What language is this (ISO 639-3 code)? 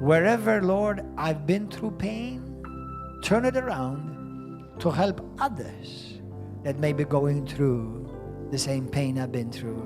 eng